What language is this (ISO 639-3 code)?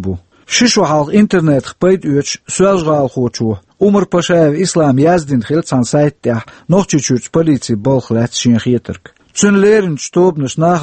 che